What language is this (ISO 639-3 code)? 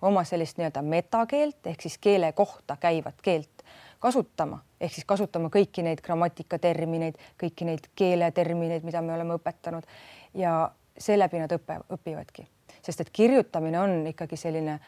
est